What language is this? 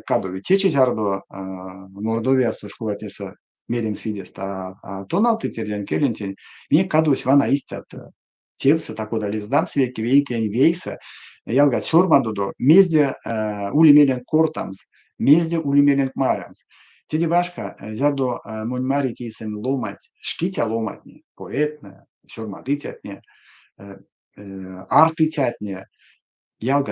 Erzya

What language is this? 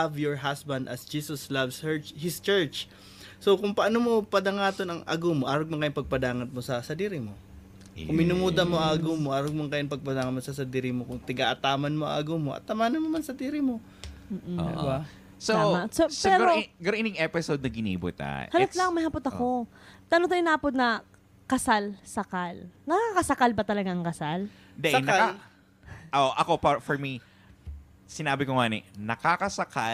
Bikol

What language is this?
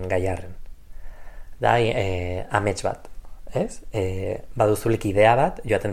Basque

